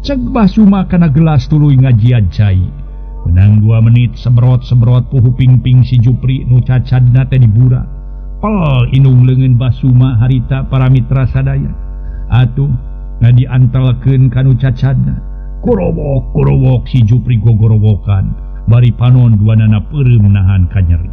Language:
Sundanese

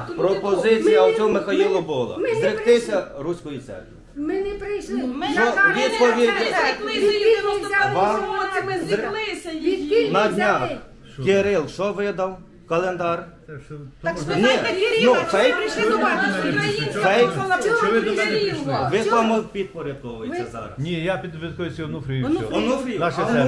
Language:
Ukrainian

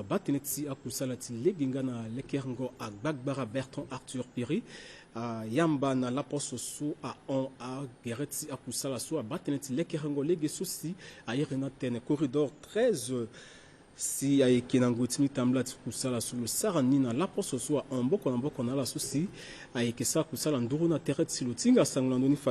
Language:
Sango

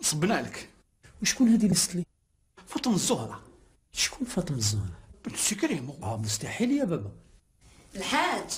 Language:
Algerian Arabic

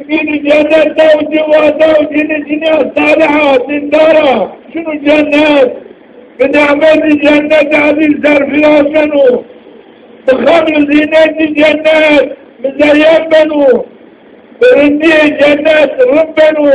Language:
Zaza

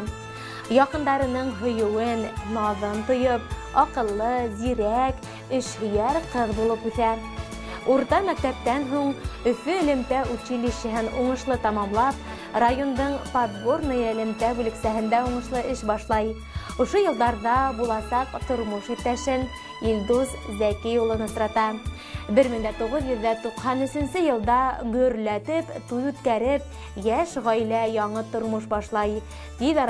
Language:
Bashkir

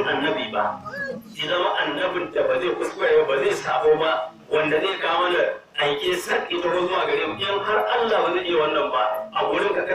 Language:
Hausa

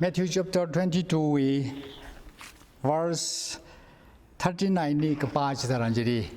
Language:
Tangkhul Naga (India)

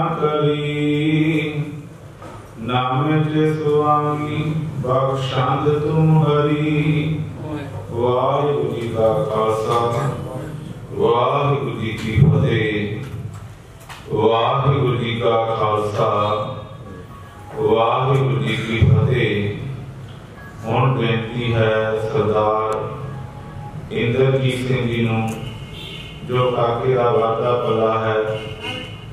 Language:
Punjabi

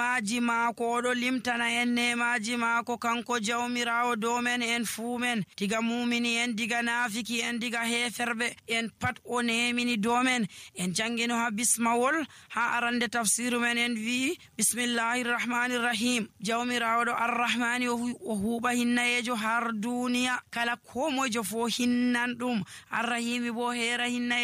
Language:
Nigerian Fulfulde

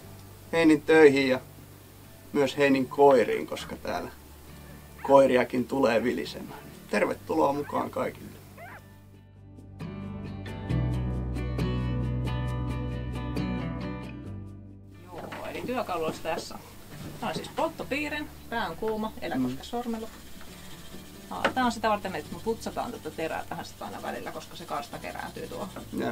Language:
Finnish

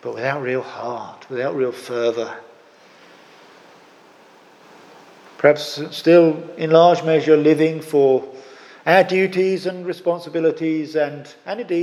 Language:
English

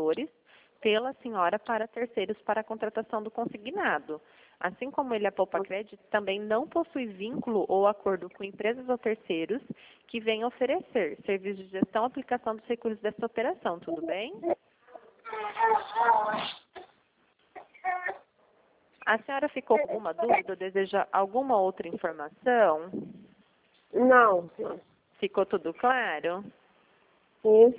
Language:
Portuguese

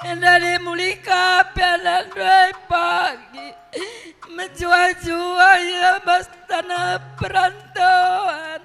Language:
Batak Karo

